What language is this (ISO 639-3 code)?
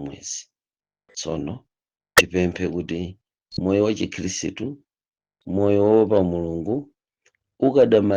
nya